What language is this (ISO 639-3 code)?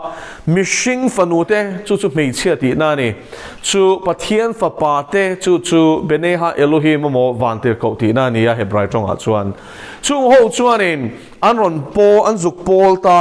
lus